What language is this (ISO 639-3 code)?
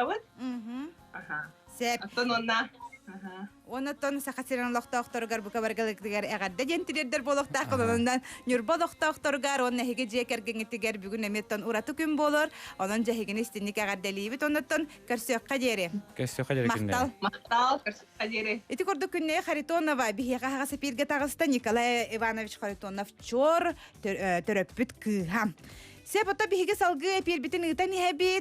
sah